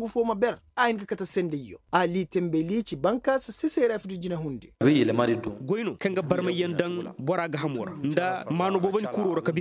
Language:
Koyraboro Senni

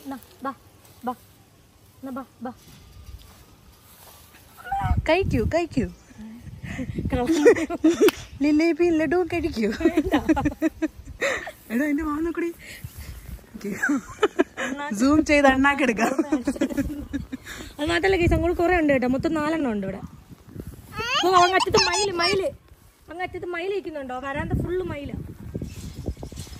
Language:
Malayalam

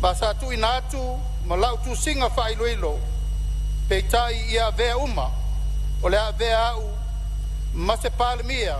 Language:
Samoan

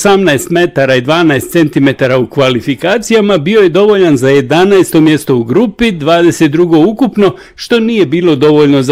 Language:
Bosnian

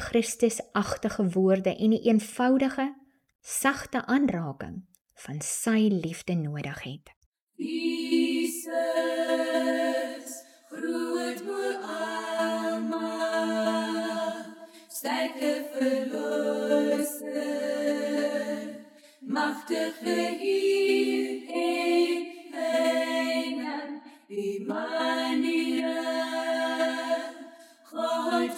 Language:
Afrikaans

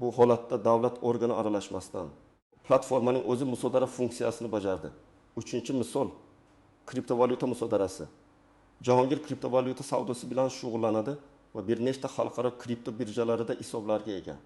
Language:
Uzbek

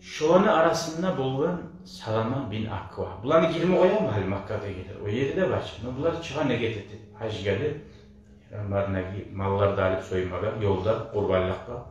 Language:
Kumyk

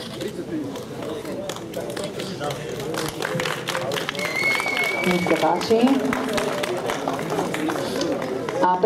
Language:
Slovak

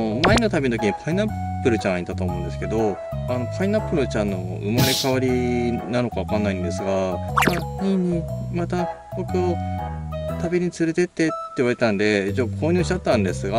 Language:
Japanese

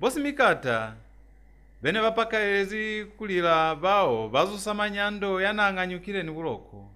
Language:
Lozi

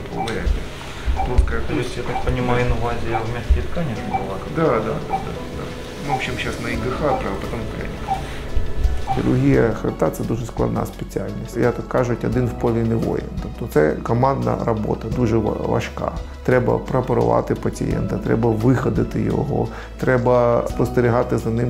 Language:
Ukrainian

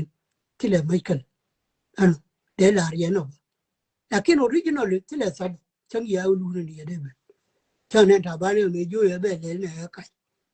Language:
Nuer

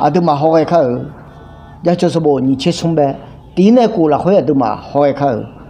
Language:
Akha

